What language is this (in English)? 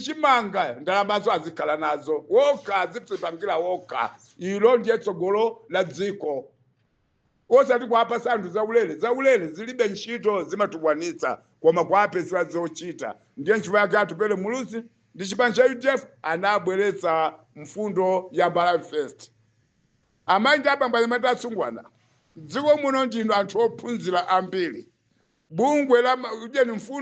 Nyanja